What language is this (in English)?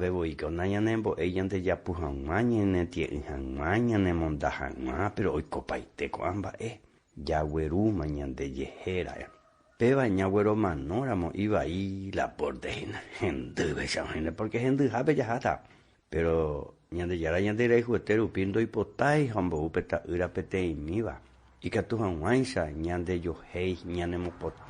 Guarani